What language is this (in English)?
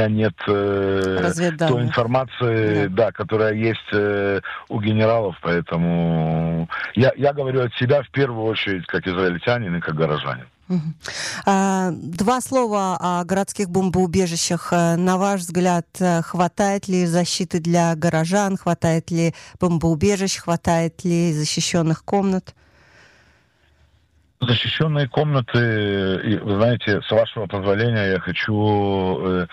Russian